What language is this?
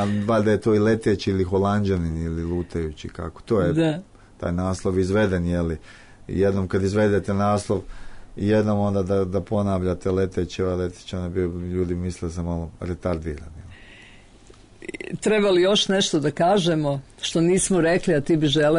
Serbian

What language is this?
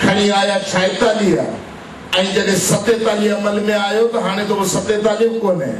Sindhi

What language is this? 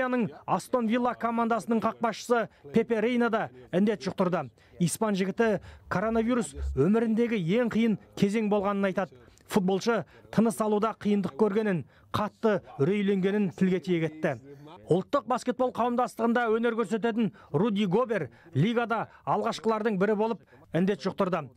Kazakh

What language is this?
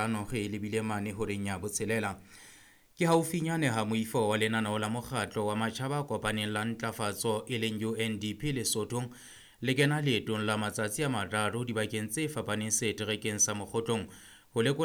Southern Sotho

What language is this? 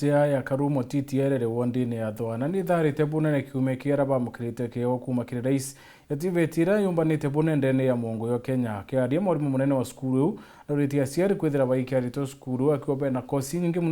Meru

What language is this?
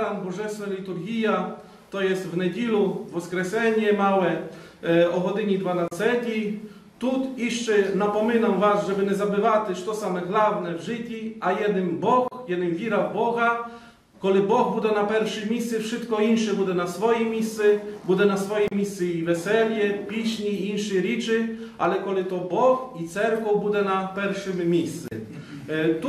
Rusyn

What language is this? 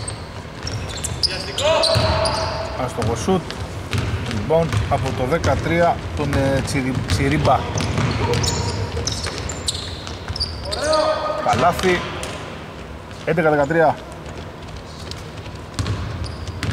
Greek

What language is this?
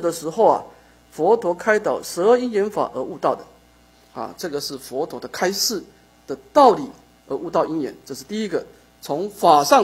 Chinese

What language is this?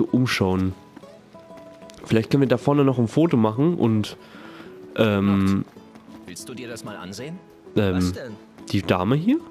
German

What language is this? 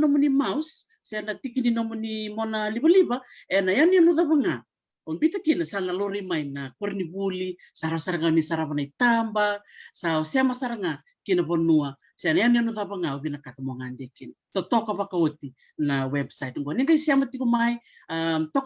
Fijian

